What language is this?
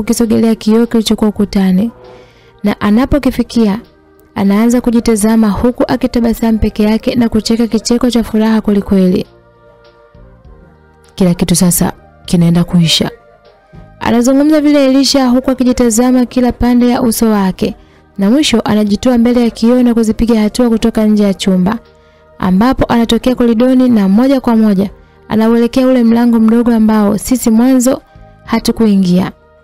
Swahili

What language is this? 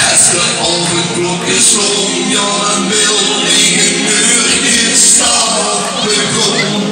Limburgish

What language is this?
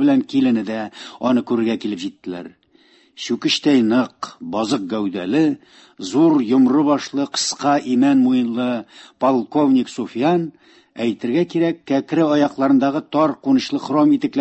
Tatar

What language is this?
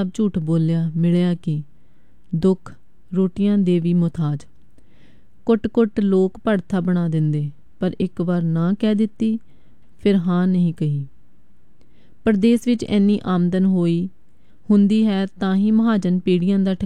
Punjabi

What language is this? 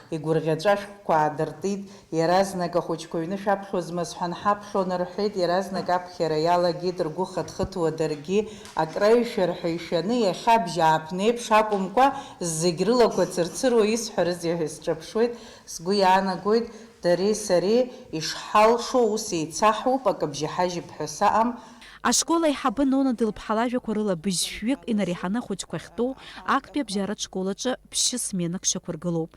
Abkhazian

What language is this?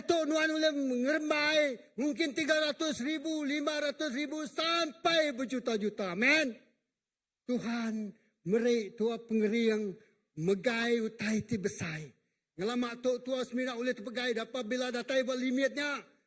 Iban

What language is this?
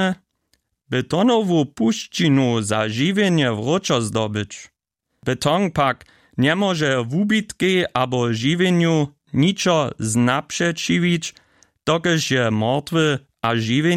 Upper Sorbian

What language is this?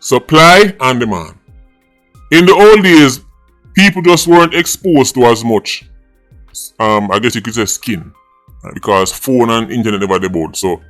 Jamaican Creole English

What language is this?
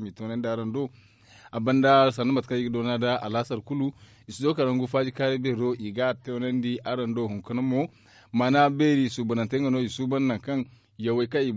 Zarma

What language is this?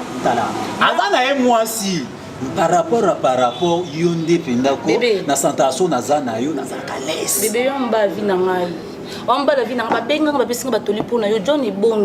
Lingala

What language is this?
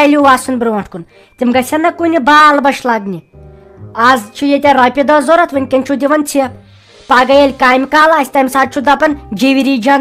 Kashmiri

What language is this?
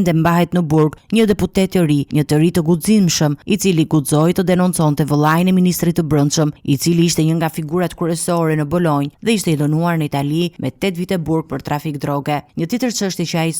Albanian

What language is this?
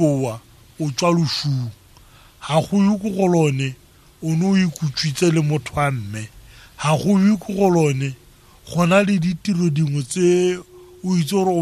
Tswana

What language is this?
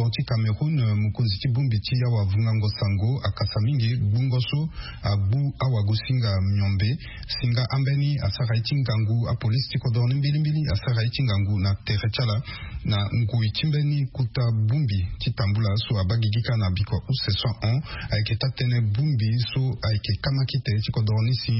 Sango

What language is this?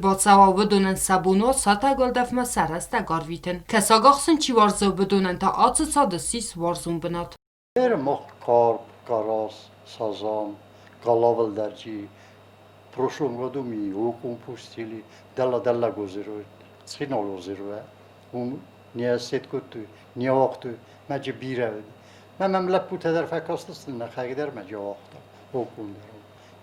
Ossetic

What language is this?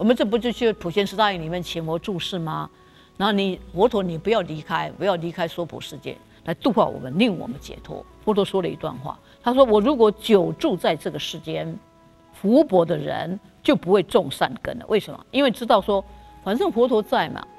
Chinese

